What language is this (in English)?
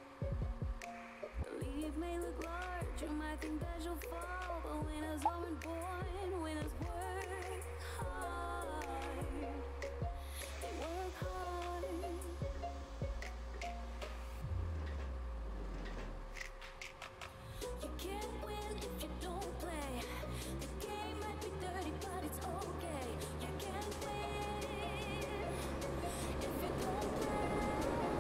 English